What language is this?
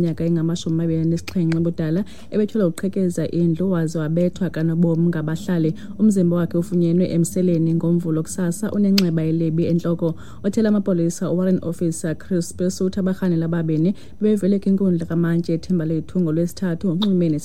Xhosa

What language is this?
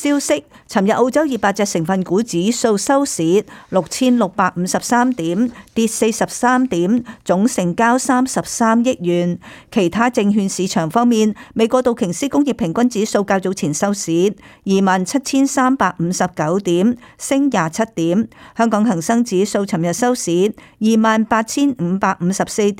Cantonese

